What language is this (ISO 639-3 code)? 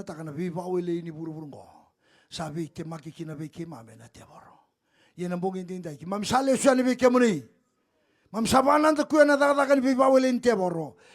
fij